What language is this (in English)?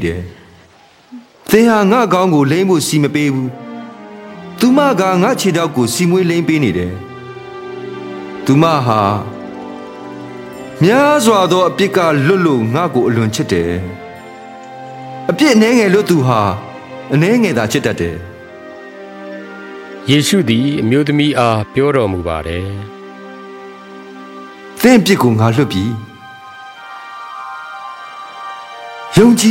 Burmese